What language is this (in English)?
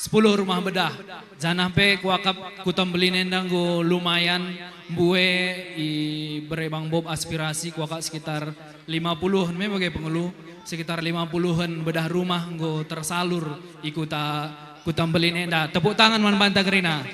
Batak Karo